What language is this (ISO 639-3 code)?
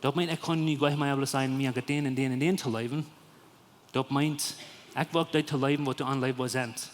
pdt